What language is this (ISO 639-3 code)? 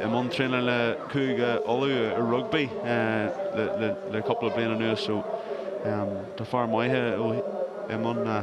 gle